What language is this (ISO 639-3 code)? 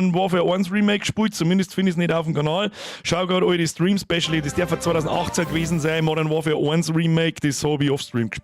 bar